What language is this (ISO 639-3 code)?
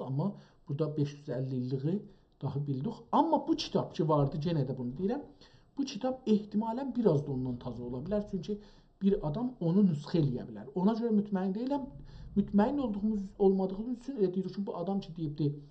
azb